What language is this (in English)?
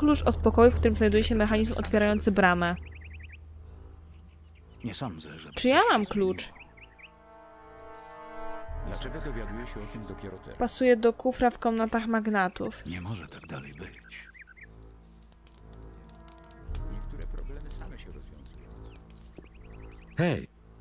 Polish